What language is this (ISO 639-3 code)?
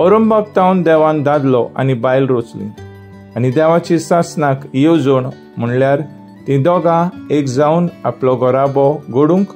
kok